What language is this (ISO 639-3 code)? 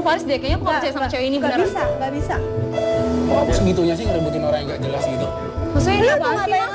ind